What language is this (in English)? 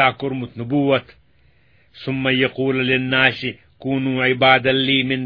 Kashmiri